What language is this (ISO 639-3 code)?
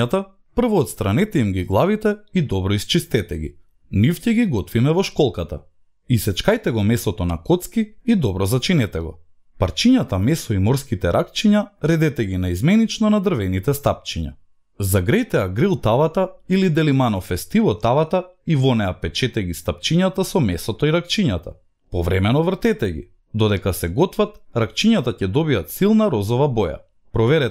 mkd